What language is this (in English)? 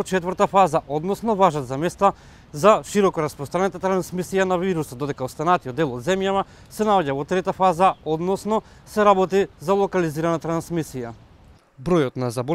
Macedonian